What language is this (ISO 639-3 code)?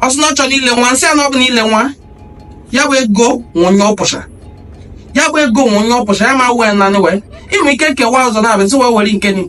ibo